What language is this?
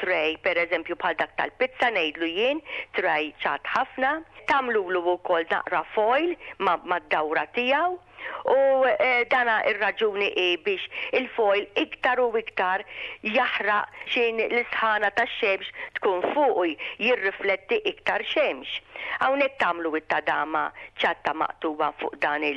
Maltese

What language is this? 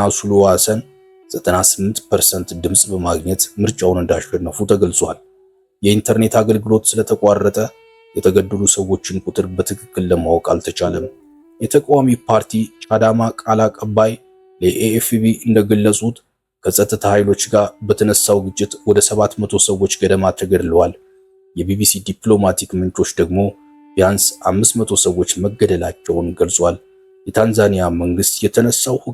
Amharic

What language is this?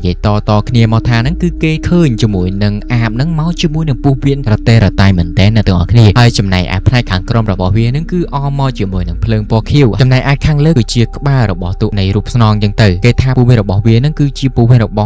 Khmer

